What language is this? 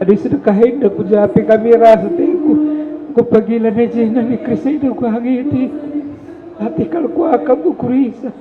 Batak Karo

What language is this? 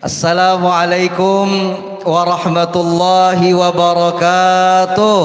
Banjar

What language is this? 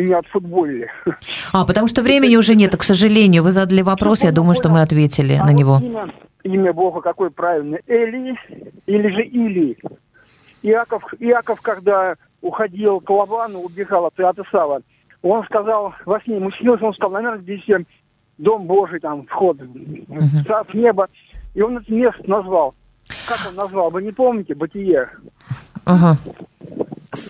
Russian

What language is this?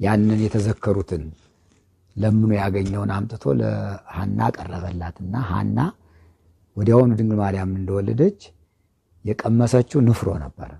Amharic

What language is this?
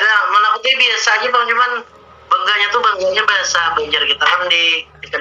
Banjar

